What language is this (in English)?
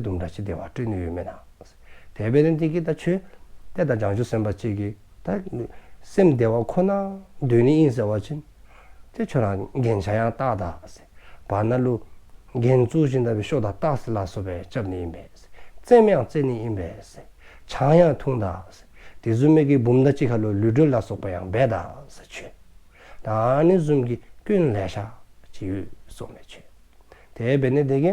Dzongkha